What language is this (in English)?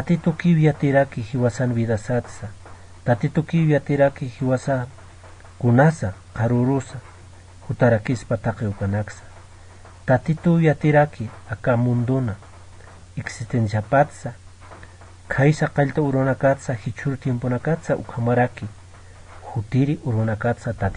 Aymara